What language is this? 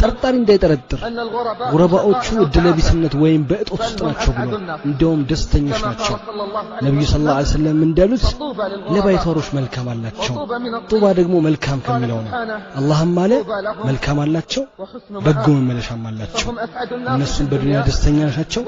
Amharic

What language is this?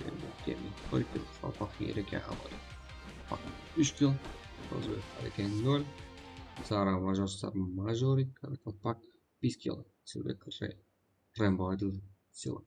Kara-Kalpak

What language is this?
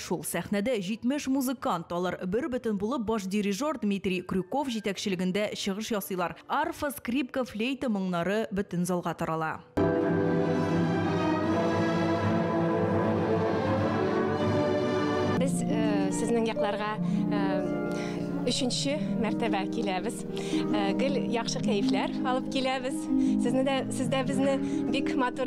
Tatar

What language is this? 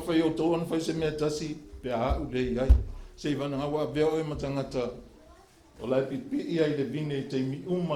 Samoan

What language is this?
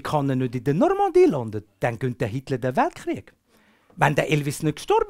Swiss German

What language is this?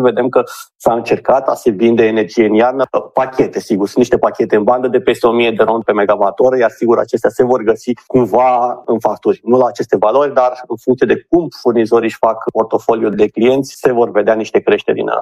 Romanian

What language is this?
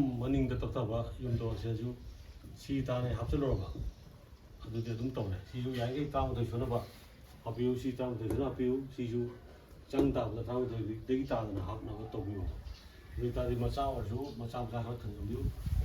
Manipuri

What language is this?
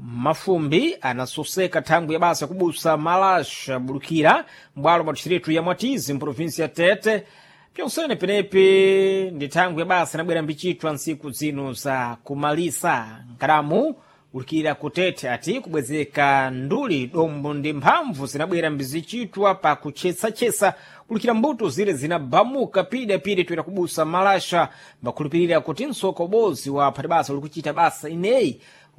Sena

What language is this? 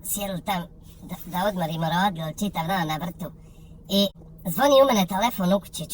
Bosnian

